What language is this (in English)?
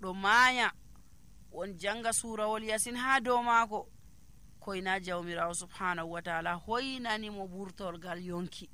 Nigerian Fulfulde